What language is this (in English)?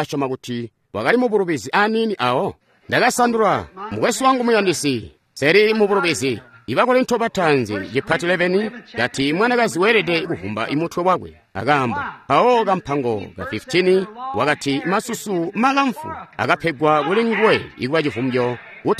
Tonga (Zambia)